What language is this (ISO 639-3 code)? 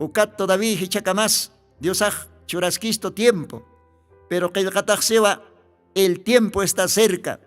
aym